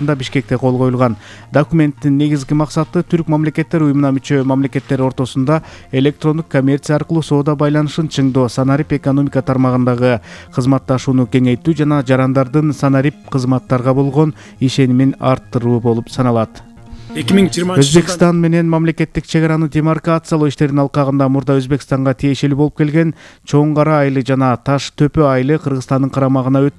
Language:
Kyrgyz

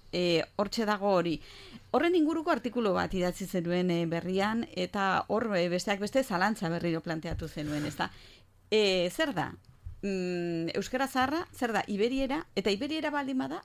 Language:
Basque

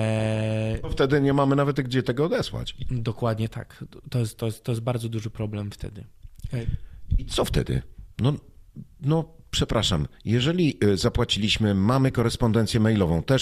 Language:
Polish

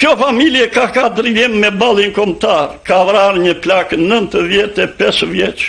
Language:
Albanian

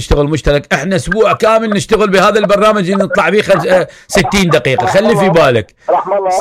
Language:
Mesopotamian Arabic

